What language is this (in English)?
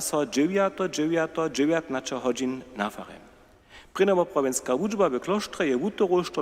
Upper Sorbian